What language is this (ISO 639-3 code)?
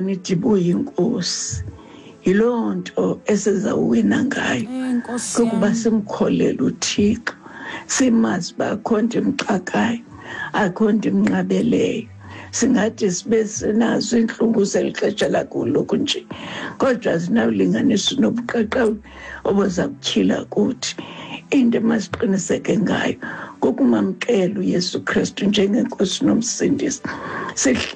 xho